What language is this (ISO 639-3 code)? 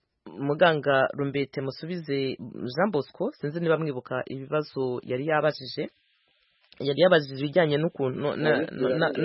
kin